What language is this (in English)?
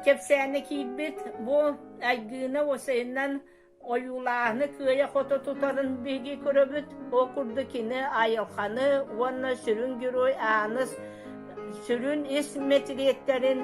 Yakut